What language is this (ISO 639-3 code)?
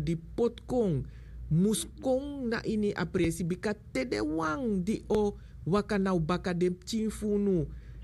srn